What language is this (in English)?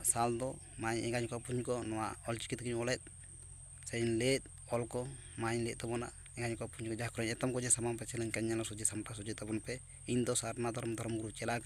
Santali